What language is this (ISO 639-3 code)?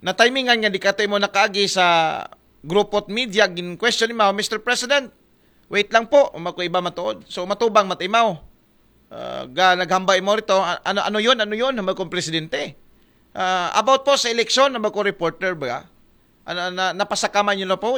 akl